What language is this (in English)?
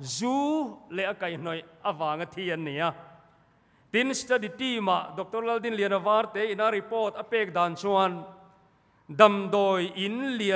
Mizo